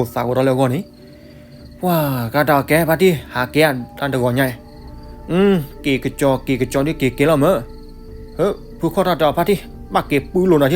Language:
S'gaw Karen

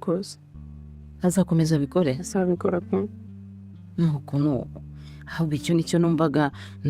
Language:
Kinyarwanda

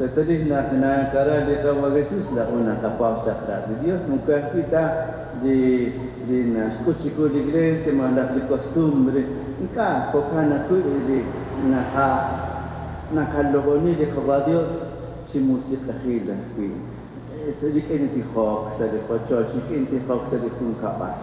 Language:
Kekchí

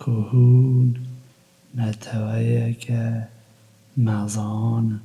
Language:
Kurdish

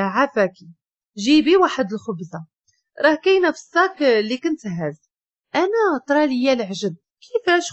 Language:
Moroccan Arabic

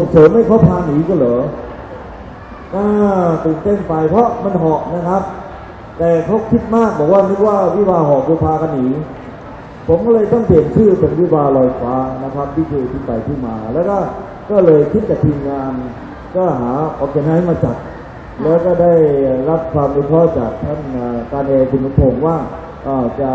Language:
Thai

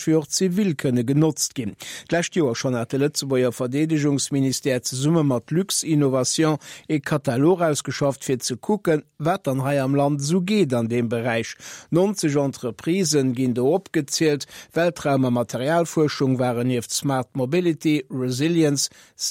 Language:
Luxembourgish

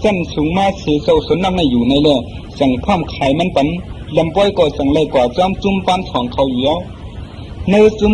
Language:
Shan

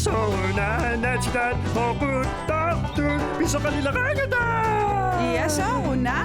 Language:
Kalaallisut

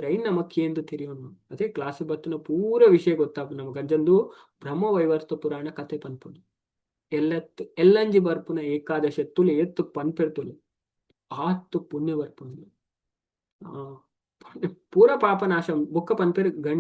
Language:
Tulu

